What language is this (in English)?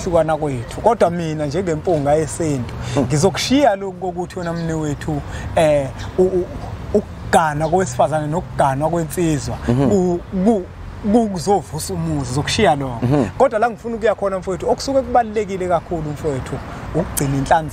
Zulu